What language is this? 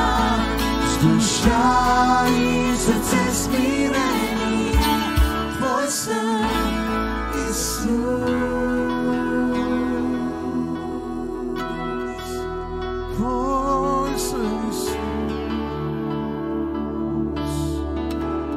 Bulgarian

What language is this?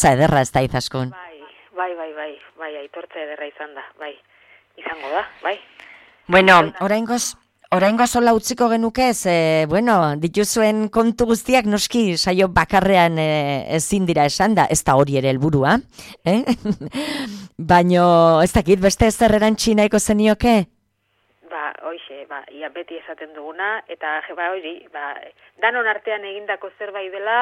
Basque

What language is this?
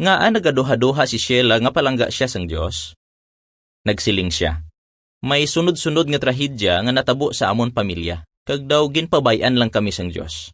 Hiligaynon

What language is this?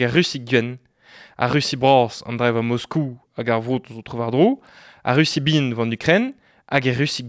Breton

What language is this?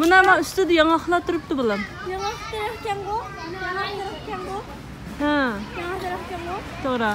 Uyghur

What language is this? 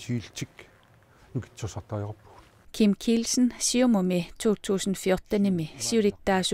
Kalaallisut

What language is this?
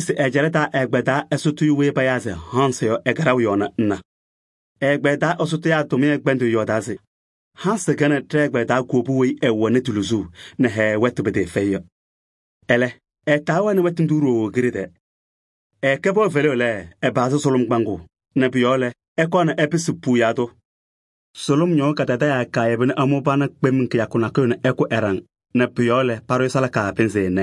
Kabiyè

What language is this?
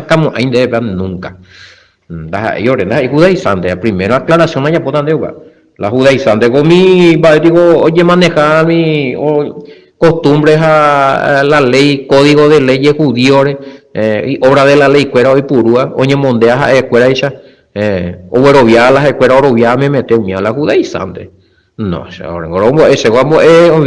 Guarani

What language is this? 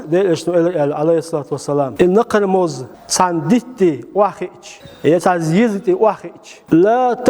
Chechen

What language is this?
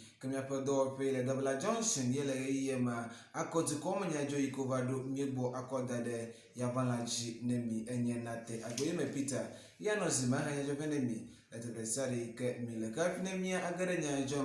Ewe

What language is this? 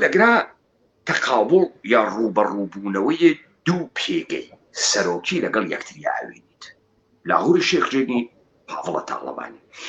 Central Kurdish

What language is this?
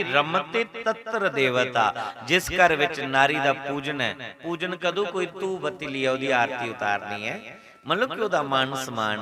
Dogri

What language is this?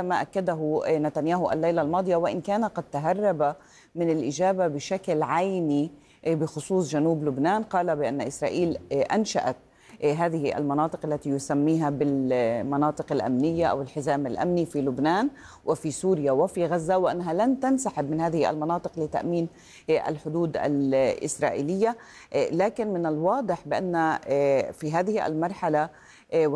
Arabic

